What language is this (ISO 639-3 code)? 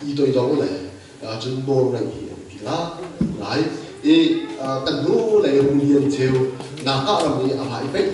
cnh